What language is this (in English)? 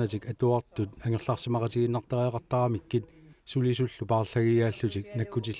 Kalaallisut